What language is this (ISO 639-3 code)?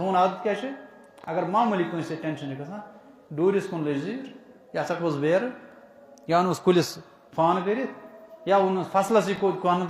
kas